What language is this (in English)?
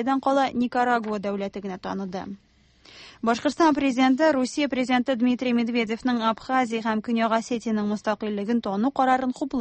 Tatar